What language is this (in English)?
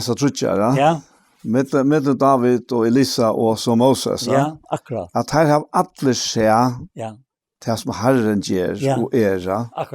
Faroese